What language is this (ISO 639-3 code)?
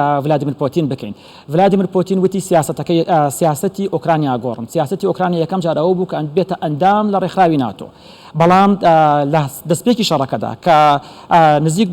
ckb